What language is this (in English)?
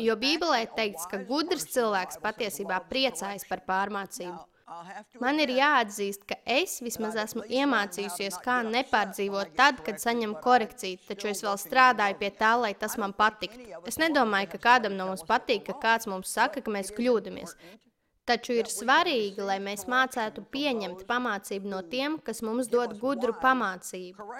Latvian